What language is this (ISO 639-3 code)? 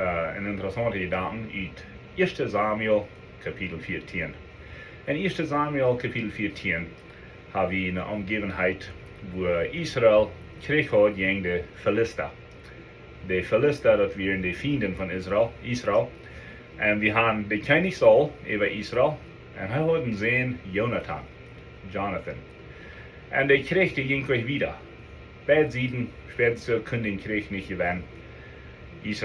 pdt